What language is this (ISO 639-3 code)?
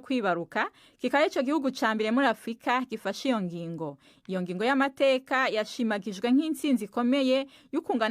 run